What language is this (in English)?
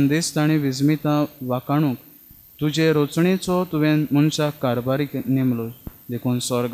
Konkani